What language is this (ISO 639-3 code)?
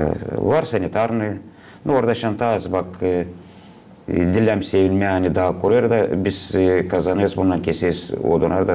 gag